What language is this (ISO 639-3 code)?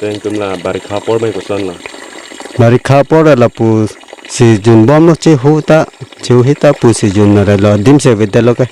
mjw